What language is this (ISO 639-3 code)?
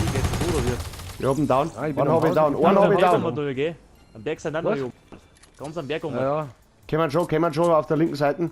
bar